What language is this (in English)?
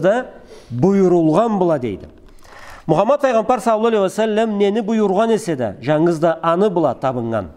Karachay-Balkar